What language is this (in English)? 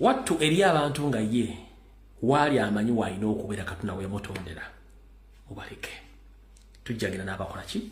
Ganda